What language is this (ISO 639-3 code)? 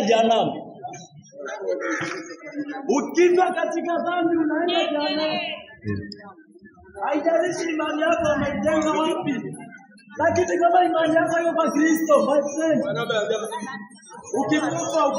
swa